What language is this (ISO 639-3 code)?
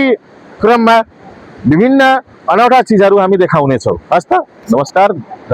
nep